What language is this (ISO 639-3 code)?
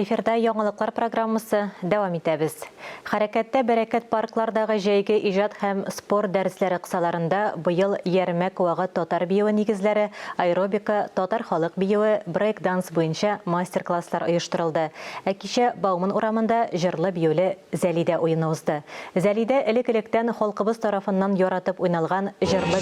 tat